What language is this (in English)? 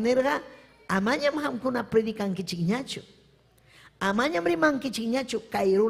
Ayacucho Quechua